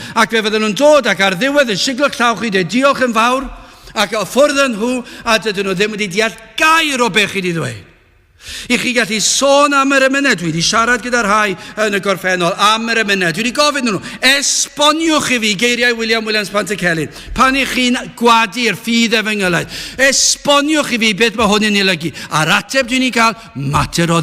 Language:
Welsh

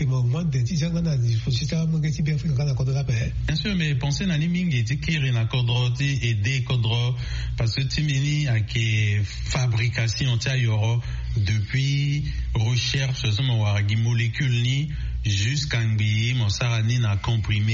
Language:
Sango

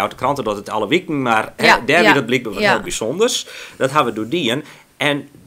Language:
Western Frisian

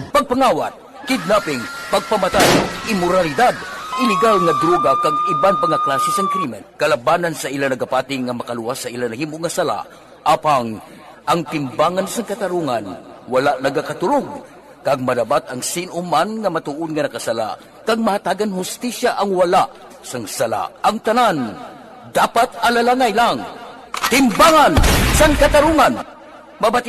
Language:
Hiligaynon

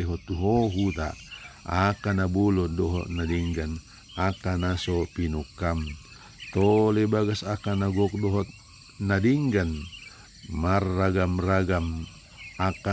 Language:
Batak Toba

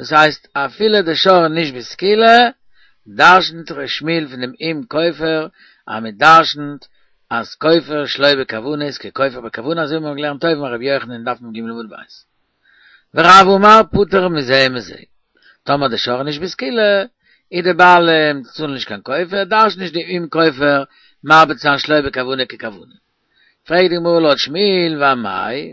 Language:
Yiddish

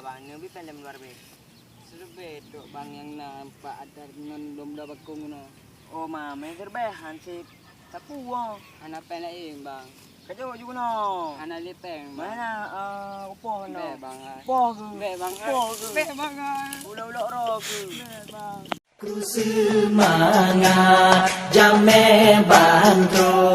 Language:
Achinese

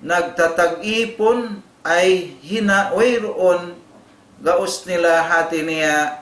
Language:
Tausug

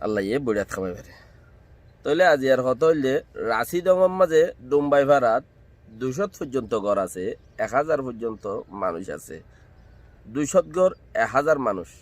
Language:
Rohingya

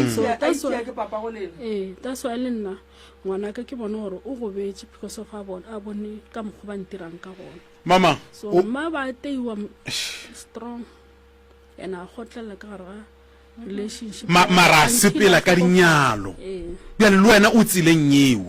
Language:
Northern Sotho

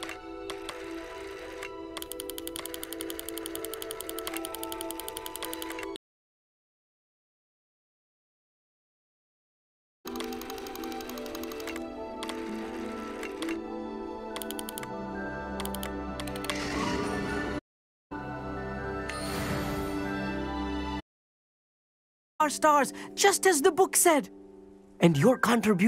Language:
English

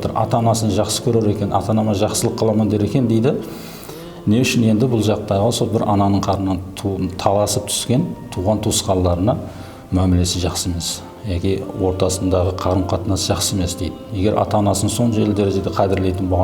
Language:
Kara-Kalpak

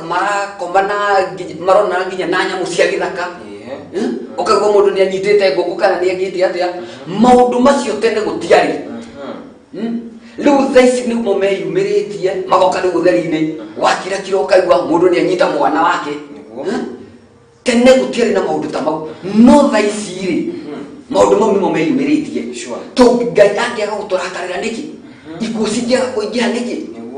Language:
Kikuyu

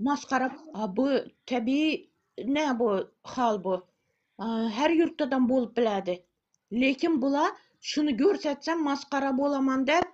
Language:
Turkmen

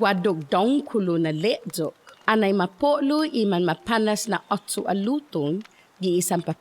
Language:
Chamorro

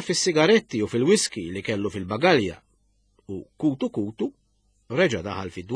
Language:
Maltese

